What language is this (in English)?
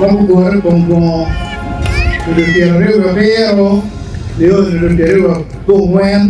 Acoli